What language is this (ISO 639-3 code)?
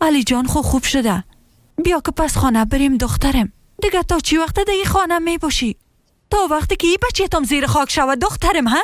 fas